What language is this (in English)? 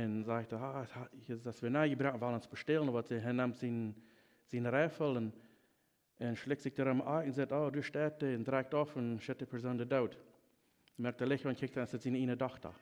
Plautdietsch